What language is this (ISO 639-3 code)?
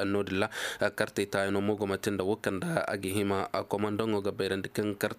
dje